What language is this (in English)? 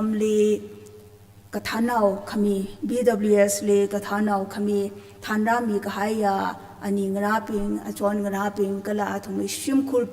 Tangkhul Naga (India)